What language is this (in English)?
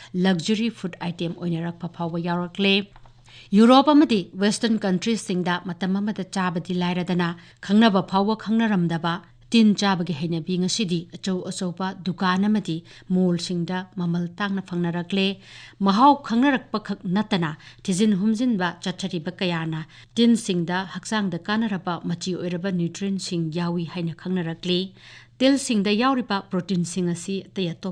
Manipuri